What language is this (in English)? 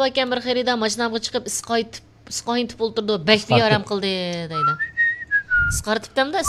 Uyghur